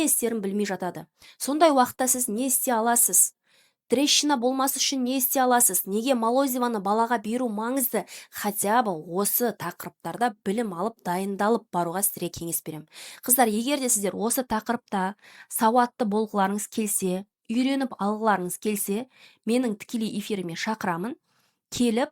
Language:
Kazakh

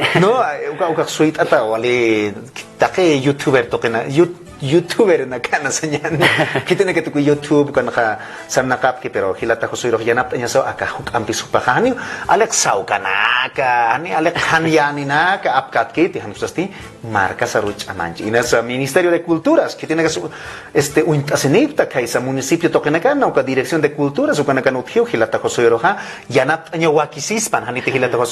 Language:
Aymara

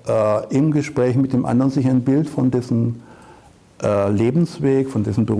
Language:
German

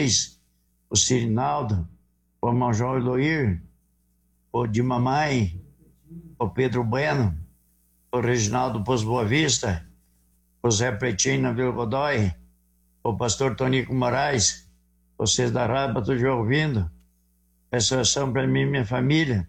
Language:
Portuguese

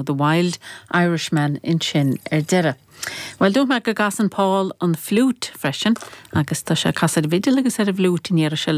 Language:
Irish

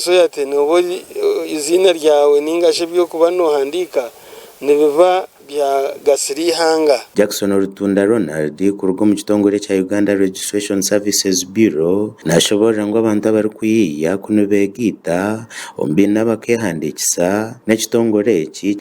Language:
Nyankole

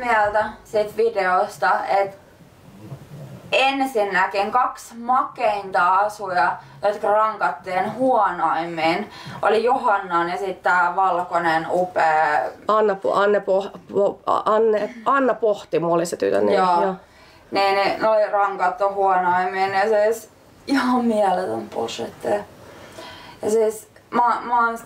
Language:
Finnish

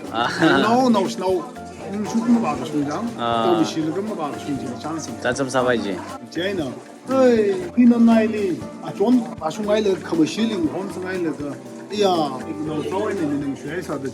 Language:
Tangkhul Naga (India)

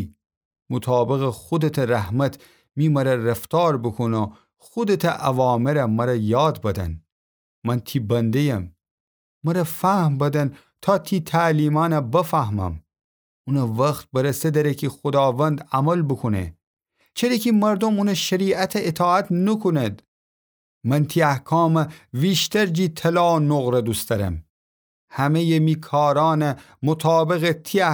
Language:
Gilaki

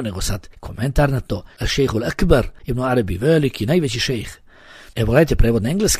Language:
Bosnian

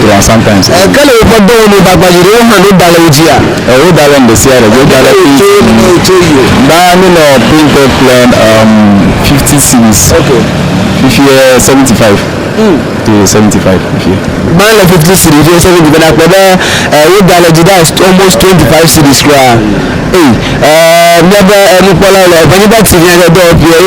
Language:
Ewe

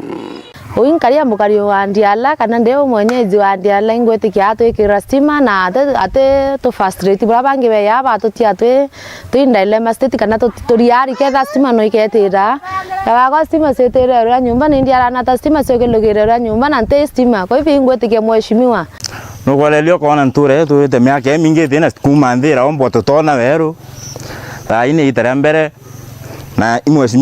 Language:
Meru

